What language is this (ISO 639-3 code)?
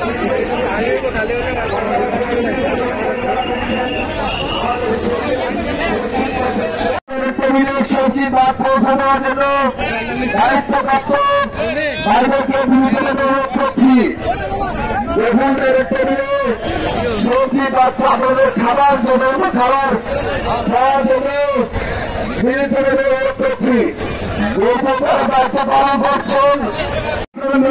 ben